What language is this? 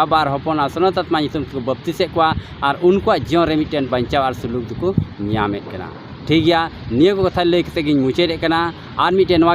Santali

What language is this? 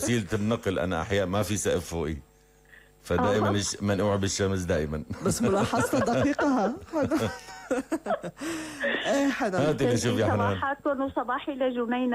North Levantine Arabic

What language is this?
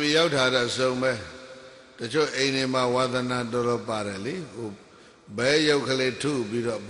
Burmese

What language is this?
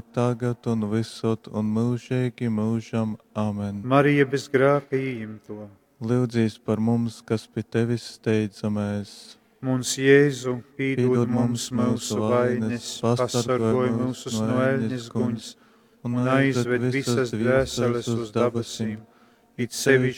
Latgalian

